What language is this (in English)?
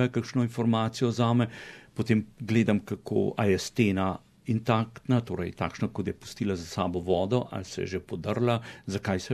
Slovenian